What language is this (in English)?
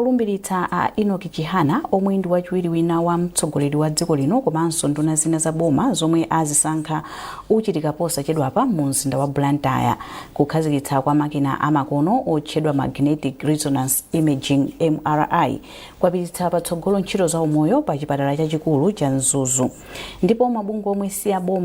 Nyanja